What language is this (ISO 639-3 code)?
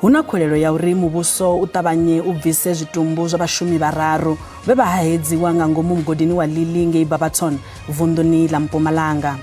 ven